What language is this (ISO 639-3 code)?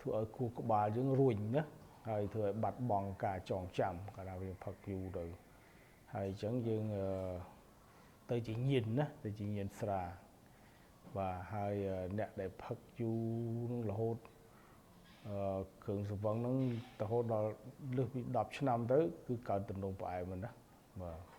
khm